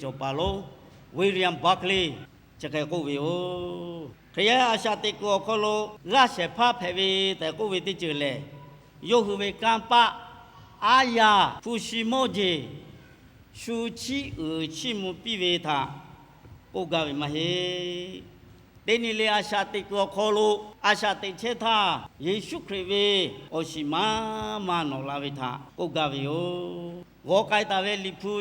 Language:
Lahu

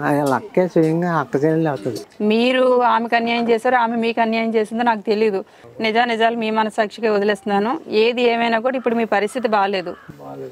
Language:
Telugu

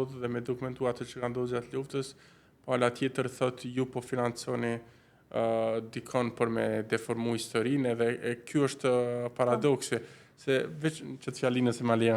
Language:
Albanian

